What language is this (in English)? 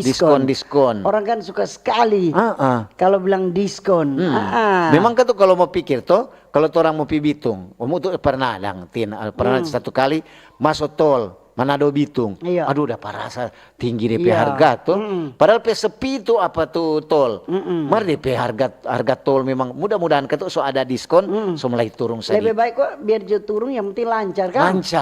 Manado Malay